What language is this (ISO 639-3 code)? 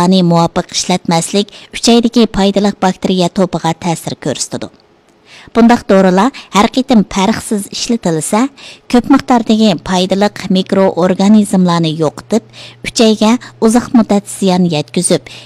uig